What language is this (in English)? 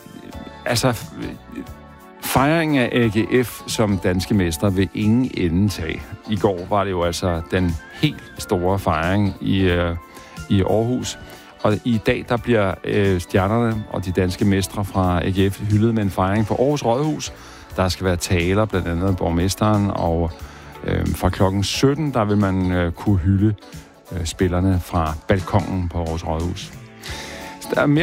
Danish